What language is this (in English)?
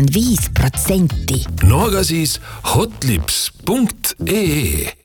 Estonian